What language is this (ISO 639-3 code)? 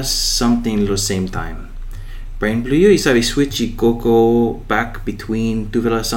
bis